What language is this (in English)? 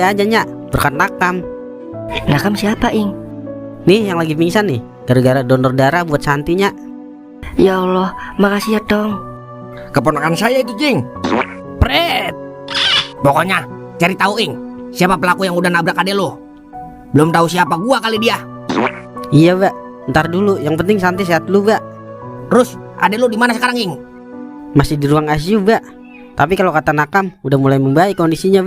Betawi